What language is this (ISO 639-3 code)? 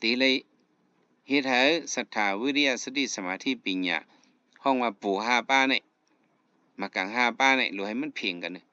shn